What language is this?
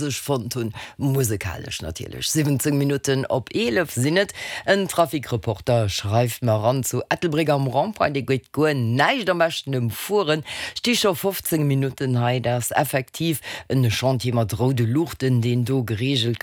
Luxembourgish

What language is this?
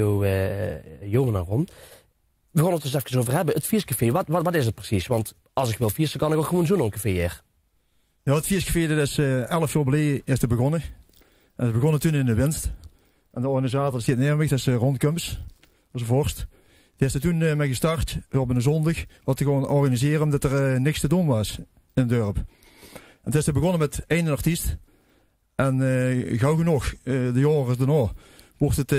Limburgish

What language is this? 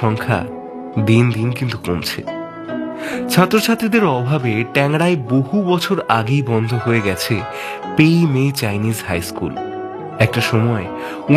Bangla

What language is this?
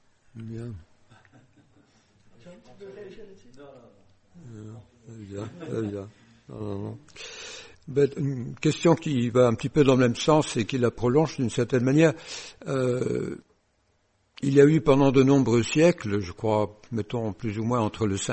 French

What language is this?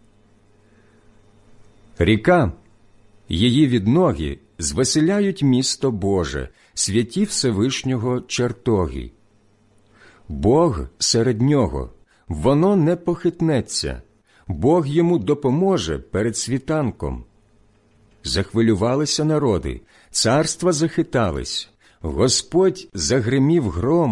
Ukrainian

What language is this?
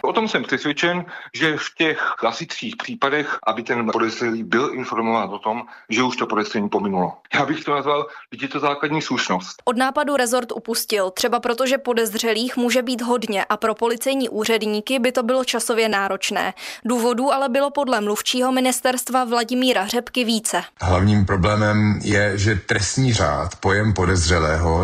Czech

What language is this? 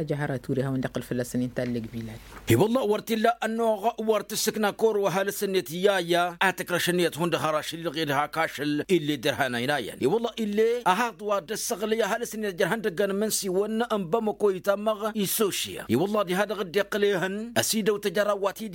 Tamasheq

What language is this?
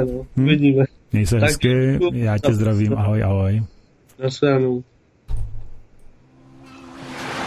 Czech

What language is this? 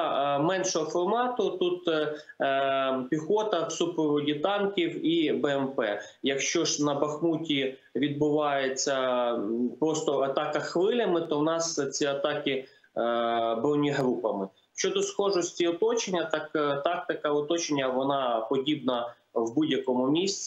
Ukrainian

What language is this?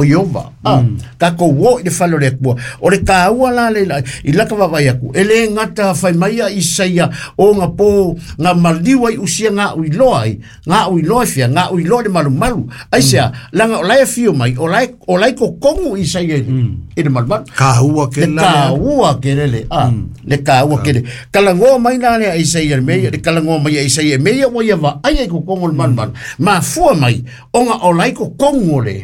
Samoan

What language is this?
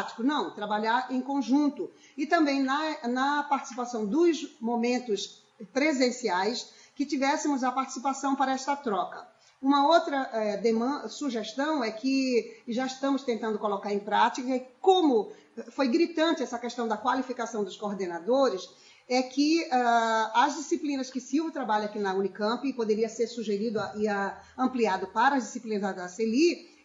Portuguese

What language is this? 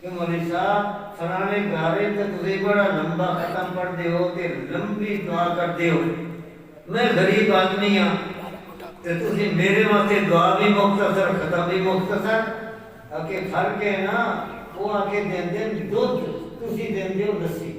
Saraiki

